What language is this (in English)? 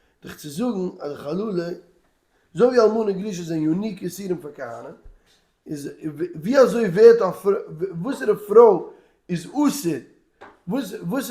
Yiddish